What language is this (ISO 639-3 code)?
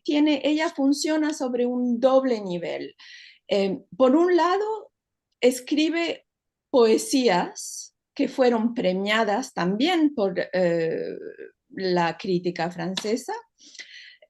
lad